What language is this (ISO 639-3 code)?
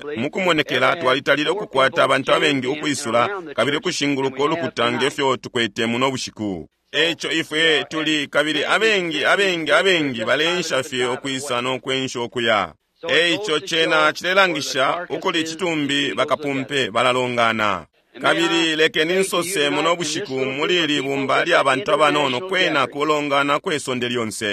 bem